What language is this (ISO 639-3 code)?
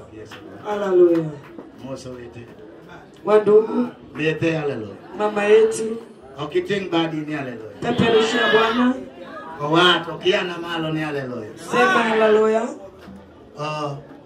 luo